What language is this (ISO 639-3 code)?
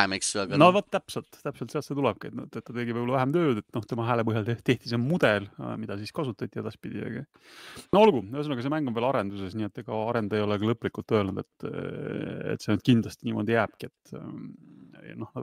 est